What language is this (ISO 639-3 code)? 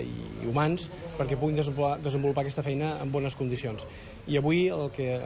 cat